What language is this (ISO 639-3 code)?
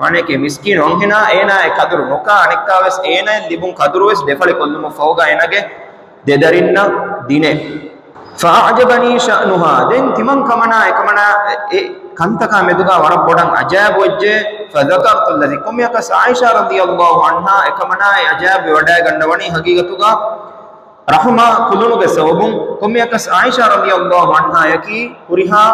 div